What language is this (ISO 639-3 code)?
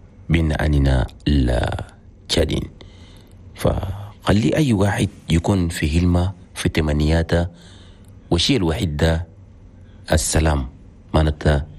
shu